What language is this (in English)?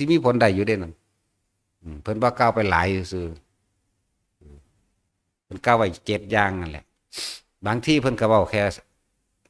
Northeastern Thai